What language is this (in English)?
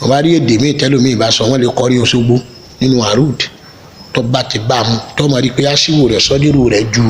Yoruba